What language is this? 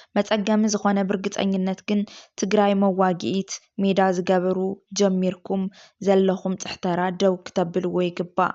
Tigrinya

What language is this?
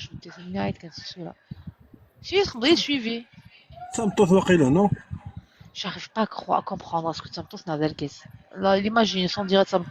Kabyle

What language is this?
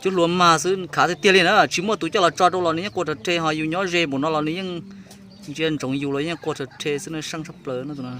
Hmong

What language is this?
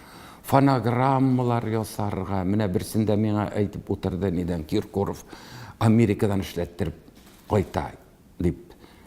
Tatar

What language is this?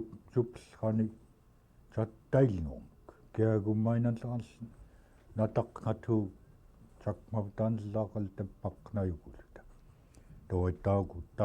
Central Yupik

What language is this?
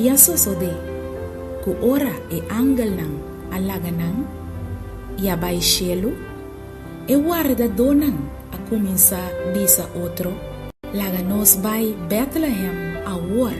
Papiamento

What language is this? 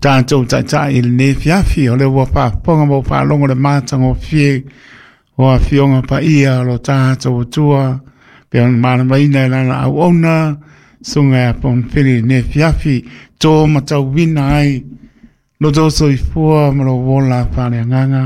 Samoan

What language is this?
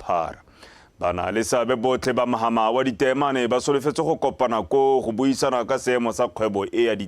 Tswana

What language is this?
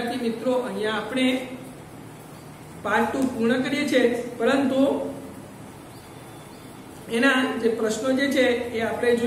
Gujarati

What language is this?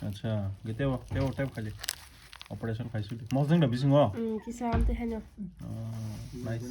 Kok Borok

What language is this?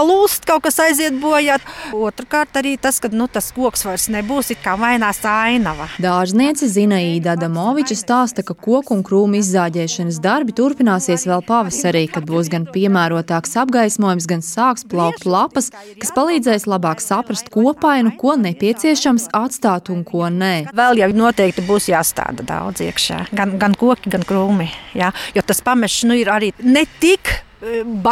Latvian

